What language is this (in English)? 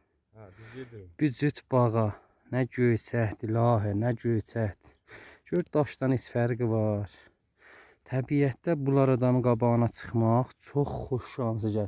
Azerbaijani